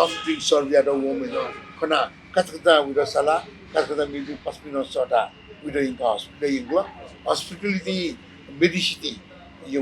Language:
Newari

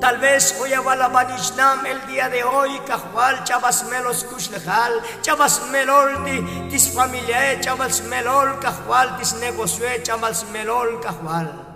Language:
Tzotzil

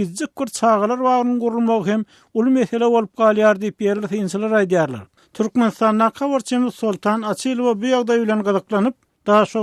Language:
Turkmen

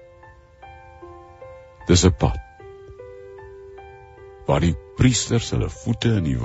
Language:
Afrikaans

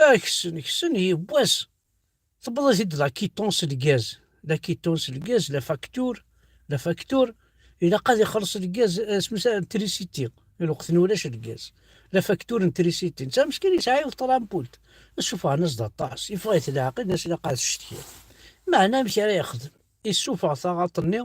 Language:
Kabyle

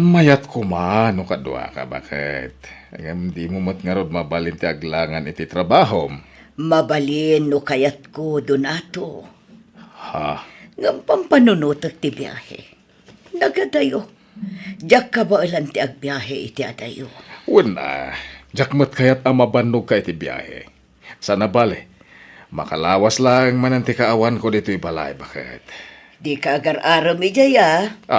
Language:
Iloko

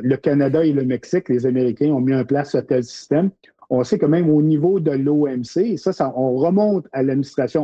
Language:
French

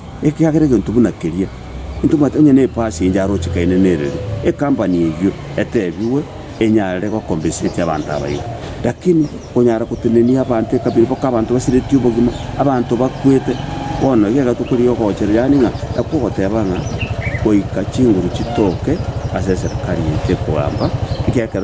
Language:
Gusii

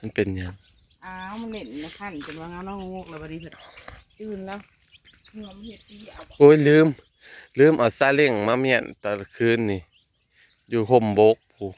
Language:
Northeastern Thai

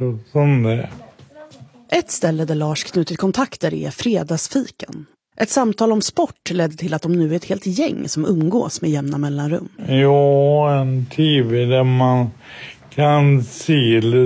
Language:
Swedish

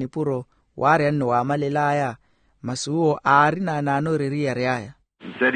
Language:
Makhuwa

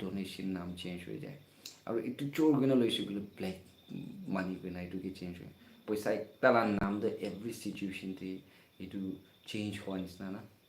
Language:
Naga Pidgin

